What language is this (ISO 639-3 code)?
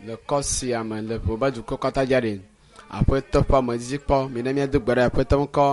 ewe